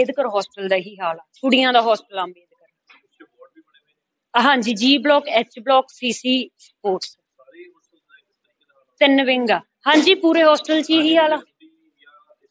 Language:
Punjabi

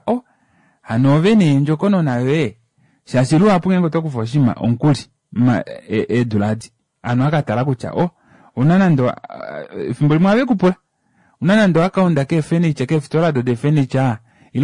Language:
Kuanyama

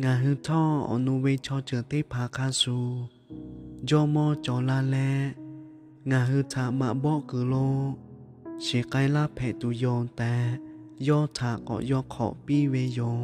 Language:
Lahu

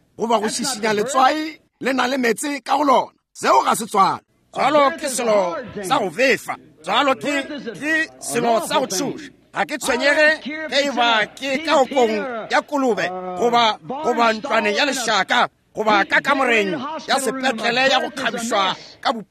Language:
Northern Sotho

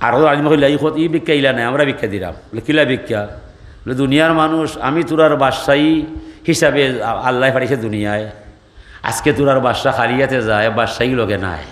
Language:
Sylheti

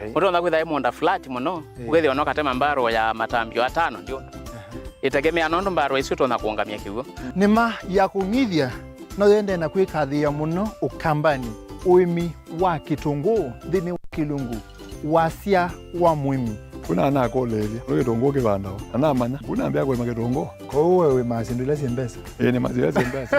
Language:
Kamba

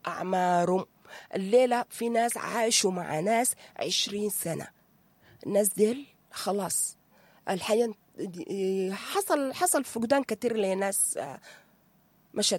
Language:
Sudanese Arabic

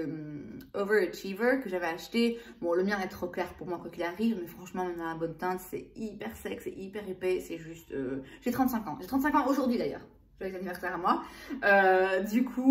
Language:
French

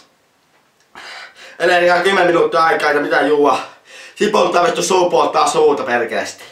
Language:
Finnish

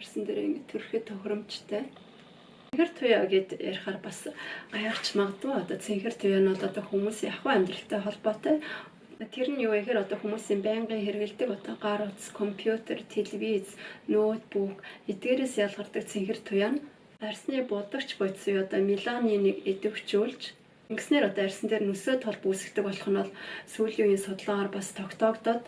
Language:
Mongolian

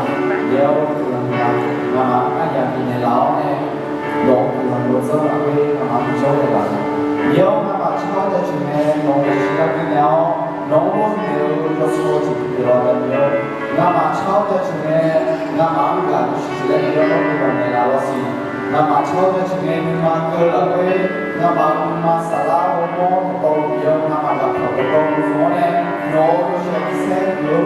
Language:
Akha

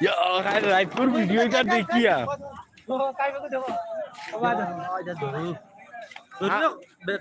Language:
Sylheti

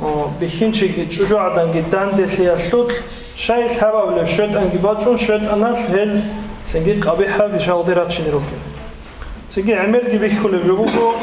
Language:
Avaric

